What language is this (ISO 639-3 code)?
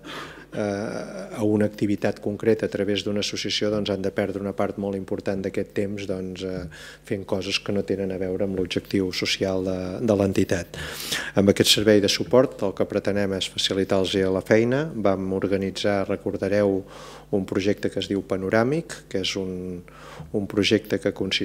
cat